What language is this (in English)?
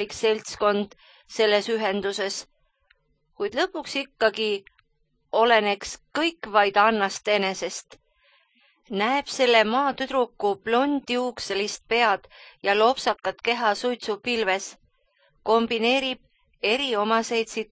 Estonian